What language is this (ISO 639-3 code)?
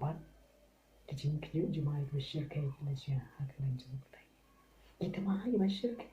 kha